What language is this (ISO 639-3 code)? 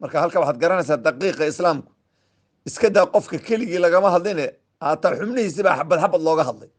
som